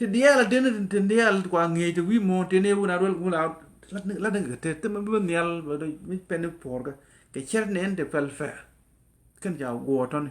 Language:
Nuer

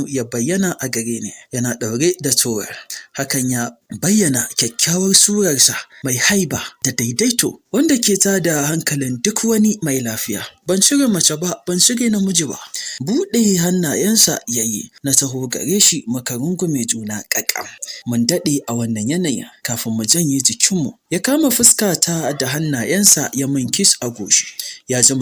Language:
Hausa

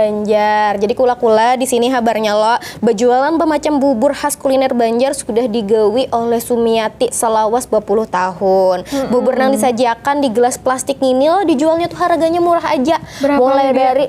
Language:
Banjar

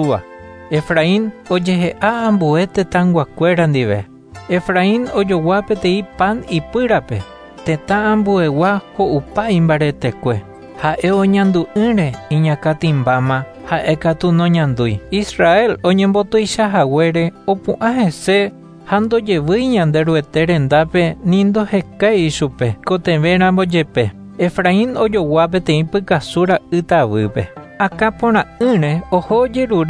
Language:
Guarani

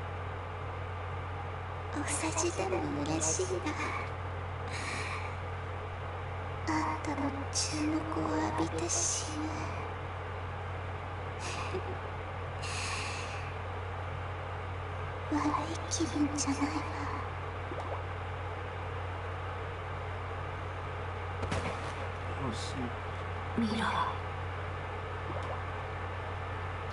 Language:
Japanese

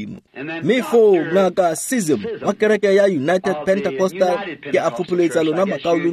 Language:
Tswana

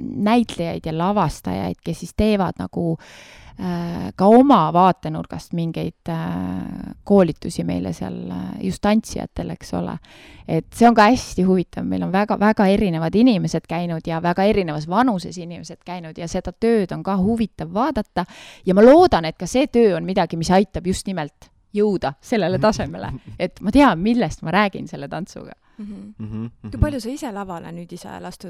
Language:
Estonian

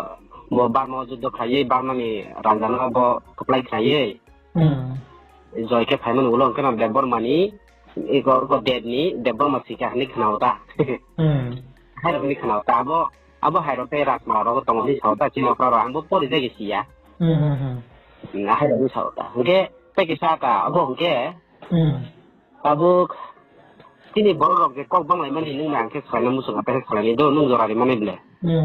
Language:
Riang (India)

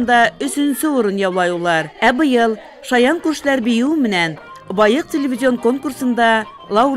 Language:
Bashkir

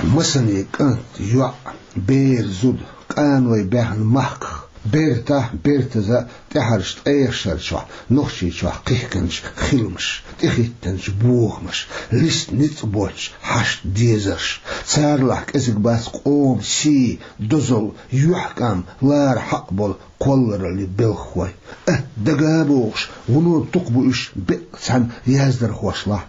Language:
Chechen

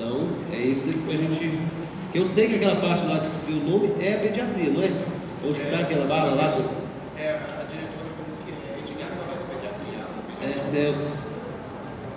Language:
Portuguese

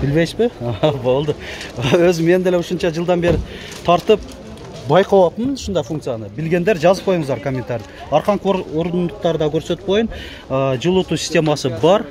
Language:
Kyrgyz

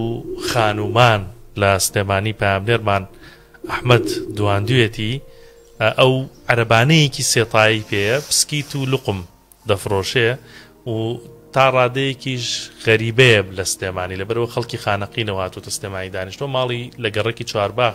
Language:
Central Kurdish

